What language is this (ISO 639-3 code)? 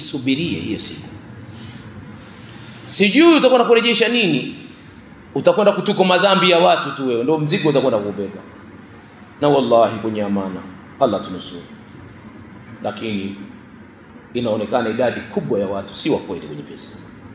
swa